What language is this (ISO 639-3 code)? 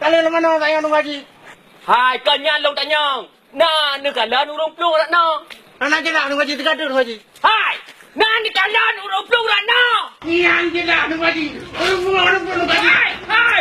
ace